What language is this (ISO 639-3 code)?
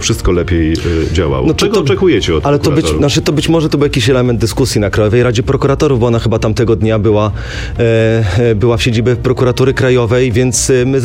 pol